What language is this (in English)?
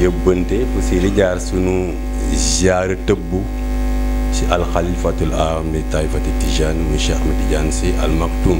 Wolof